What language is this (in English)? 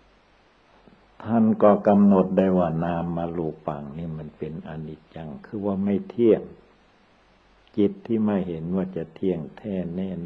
Thai